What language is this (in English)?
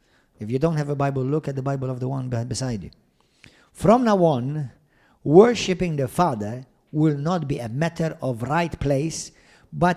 English